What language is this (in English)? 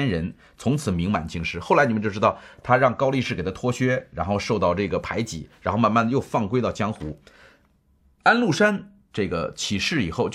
Chinese